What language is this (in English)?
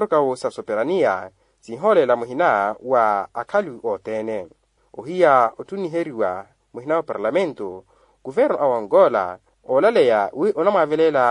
Makhuwa